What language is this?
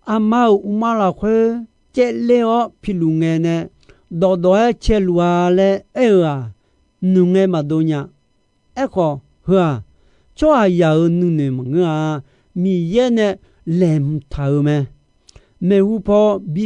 Akha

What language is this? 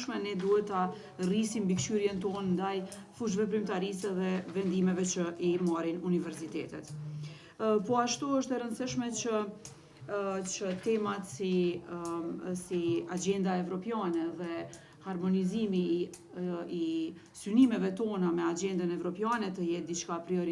Albanian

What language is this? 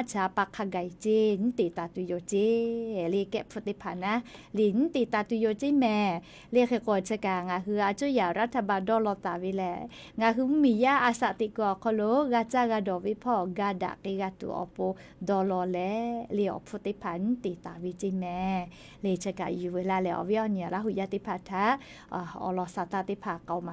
Lahu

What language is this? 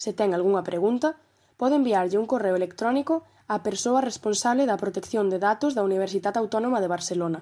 Galician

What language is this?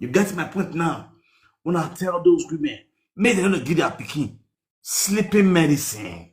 Nigerian Pidgin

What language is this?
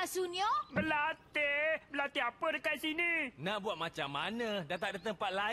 Malay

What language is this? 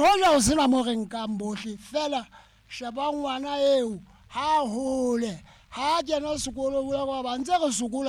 Southern Sotho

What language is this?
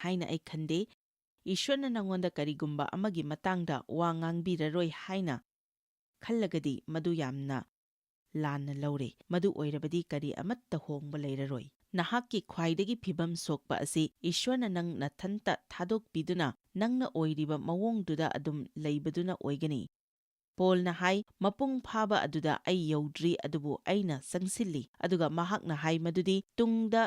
Manipuri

